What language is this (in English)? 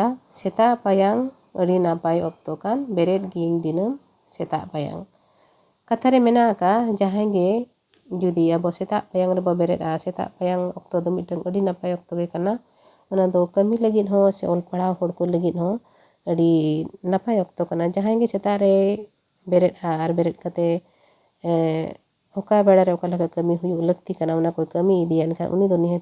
Santali